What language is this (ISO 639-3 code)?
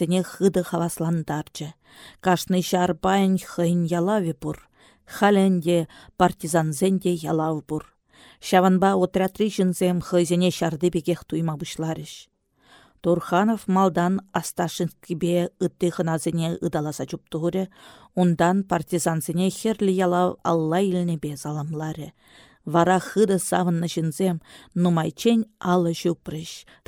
chv